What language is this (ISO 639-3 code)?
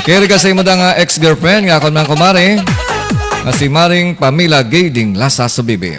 hil